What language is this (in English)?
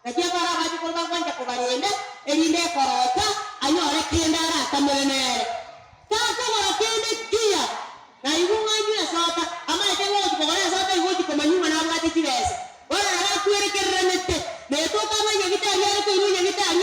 Gusii